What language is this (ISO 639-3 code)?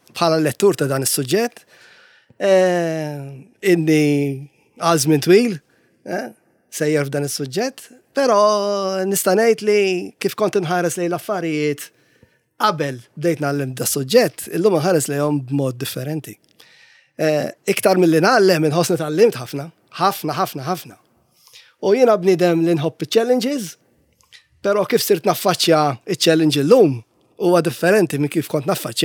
mlt